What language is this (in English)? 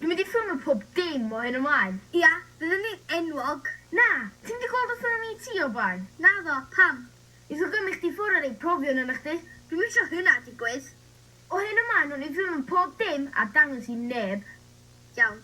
Welsh